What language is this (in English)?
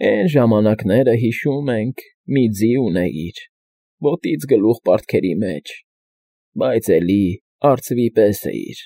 Armenian